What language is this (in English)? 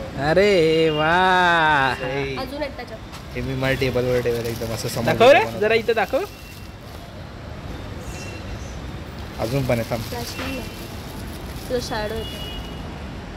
Marathi